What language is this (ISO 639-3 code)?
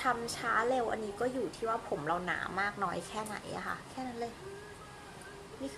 tha